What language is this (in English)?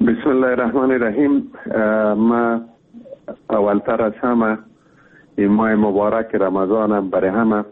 Persian